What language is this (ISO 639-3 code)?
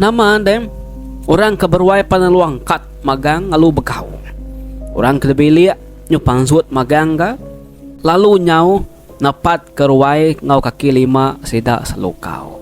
iba